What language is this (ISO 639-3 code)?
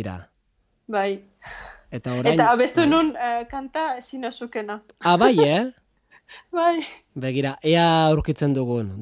eus